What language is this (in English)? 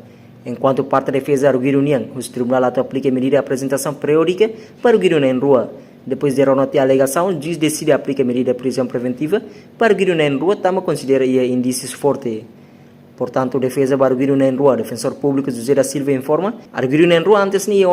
Tetum